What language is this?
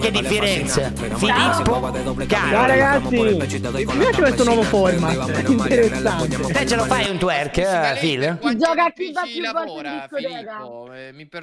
Italian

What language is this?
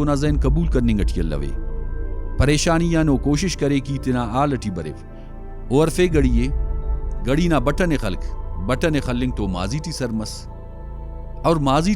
Brahui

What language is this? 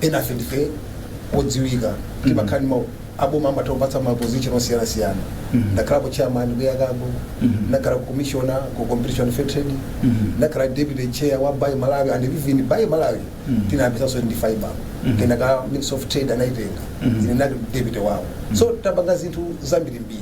Nyanja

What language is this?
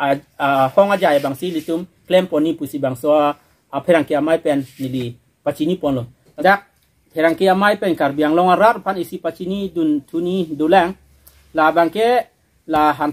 Karbi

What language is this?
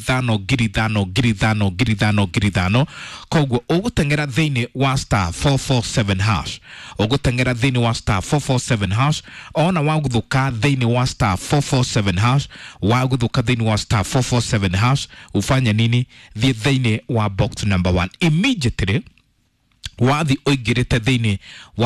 Kikuyu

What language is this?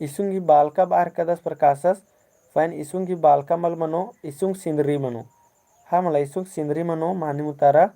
Kurukh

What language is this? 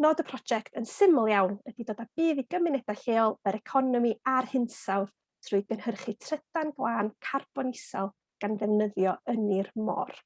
Welsh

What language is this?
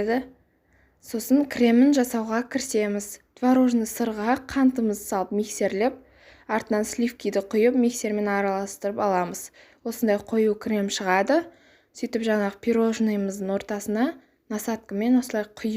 Kazakh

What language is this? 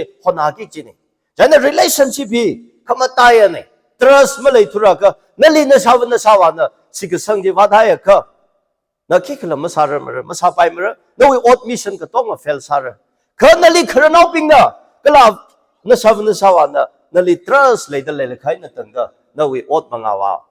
Tangkhul Naga (India)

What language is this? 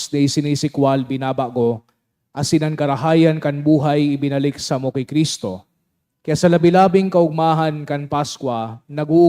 Bikol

